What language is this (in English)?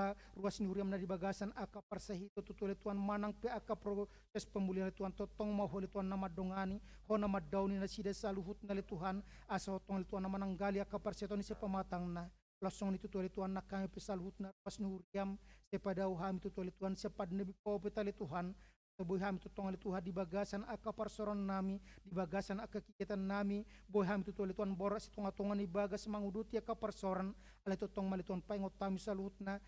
Batak Toba